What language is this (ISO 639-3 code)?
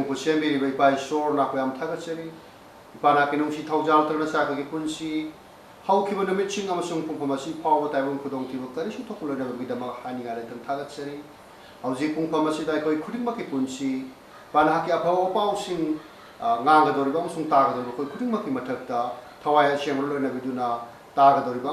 mni